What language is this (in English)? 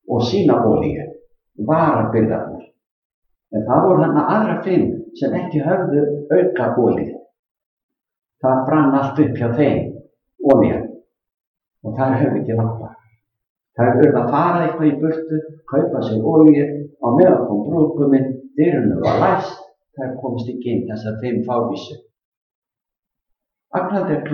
Icelandic